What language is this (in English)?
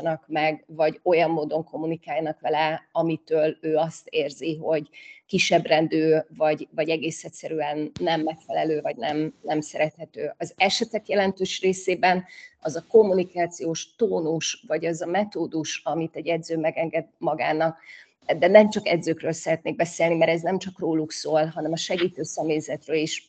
Hungarian